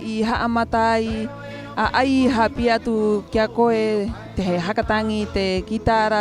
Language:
Rapanui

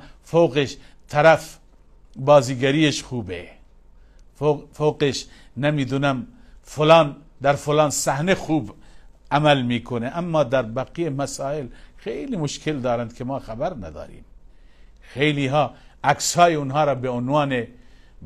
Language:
Persian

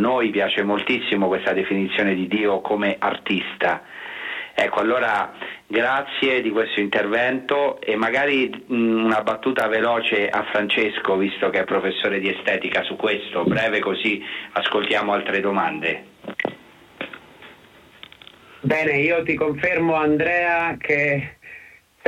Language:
Italian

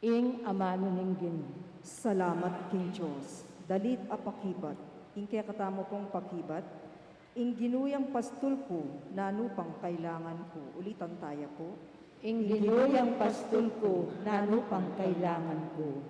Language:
Pampanga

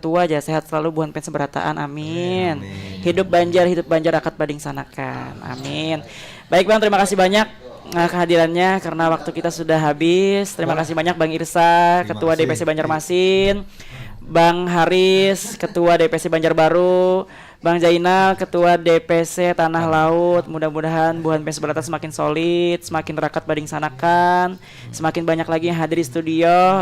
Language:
Banjar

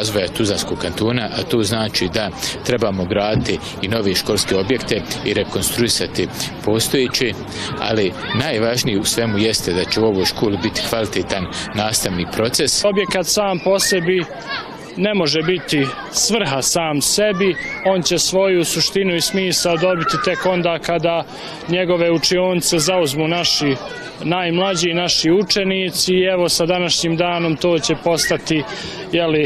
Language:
Bosnian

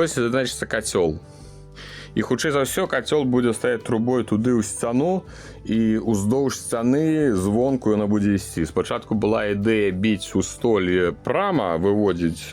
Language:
Belarusian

